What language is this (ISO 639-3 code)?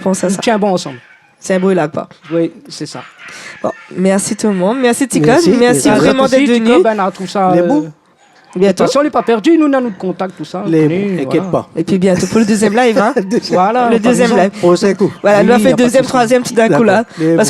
rcf